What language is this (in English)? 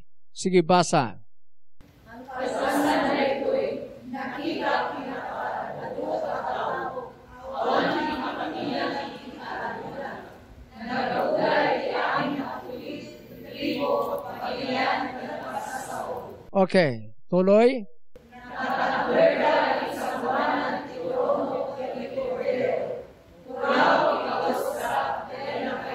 Iloko